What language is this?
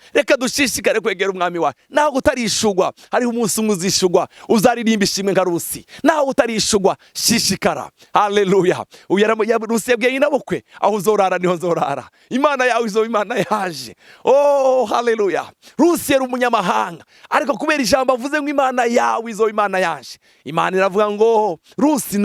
Rundi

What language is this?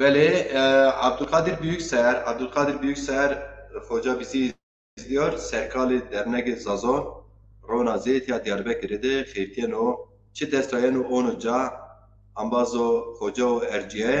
Zaza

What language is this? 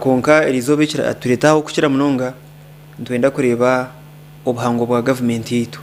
Nyankole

